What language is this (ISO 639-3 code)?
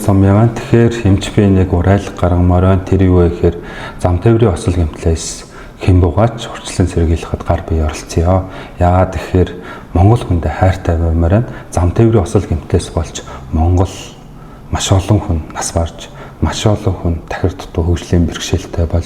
mon